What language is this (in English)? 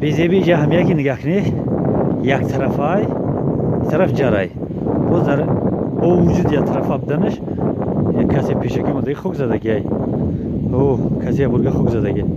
Tajik